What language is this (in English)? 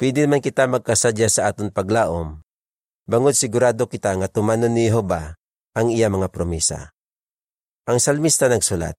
Hiligaynon